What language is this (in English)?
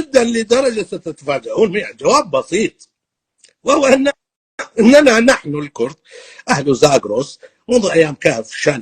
North Levantine Arabic